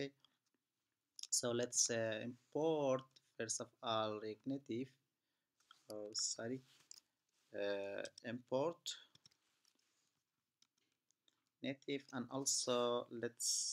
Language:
English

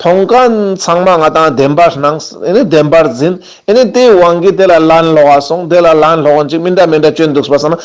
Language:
Ladakhi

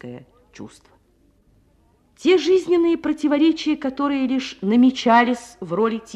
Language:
Russian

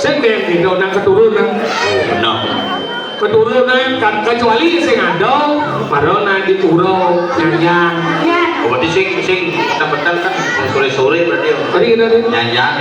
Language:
Balinese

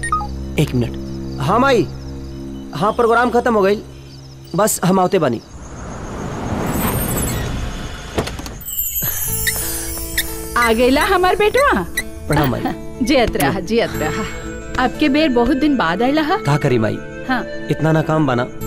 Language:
Bhojpuri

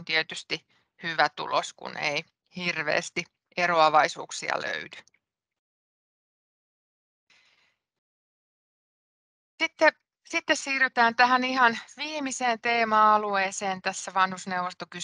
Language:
Finnish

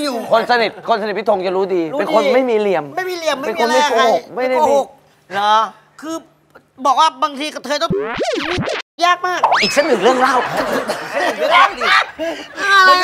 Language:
Thai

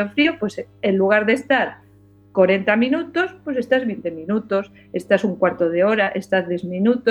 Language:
Galician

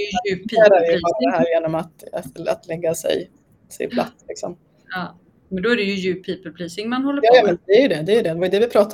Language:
Swedish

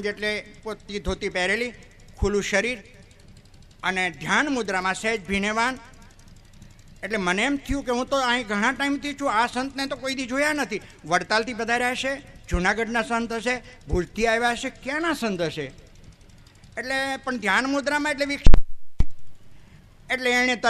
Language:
Gujarati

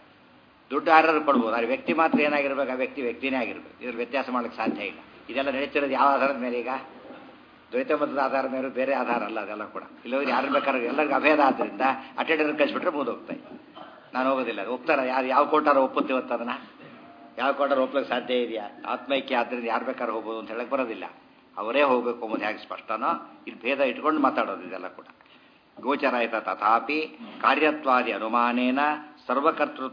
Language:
Kannada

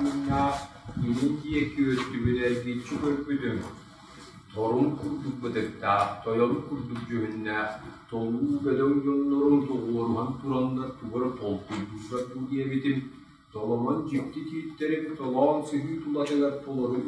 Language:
Yakut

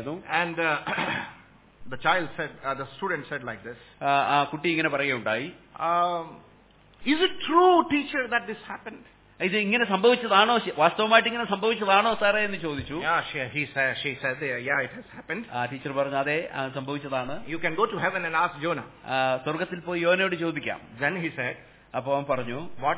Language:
Malayalam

